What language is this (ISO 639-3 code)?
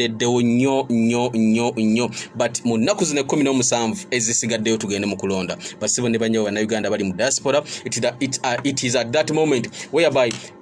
lug